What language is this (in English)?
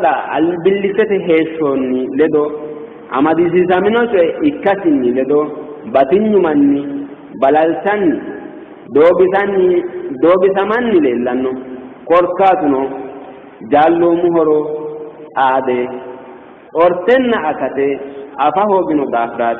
Sidamo